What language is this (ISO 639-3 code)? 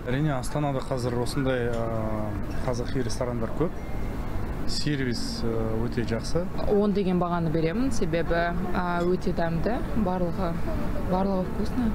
kaz